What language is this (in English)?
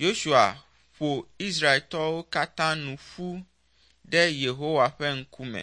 Ewe